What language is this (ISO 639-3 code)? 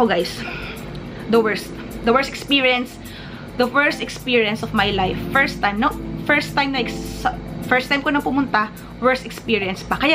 fil